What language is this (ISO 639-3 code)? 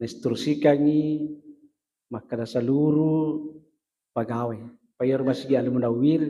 bug